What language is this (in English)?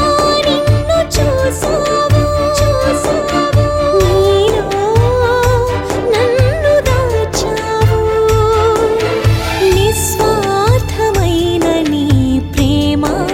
Telugu